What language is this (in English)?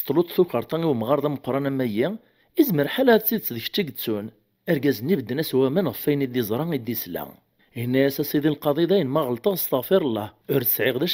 Kabyle